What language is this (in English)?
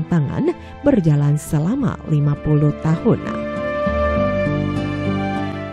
Indonesian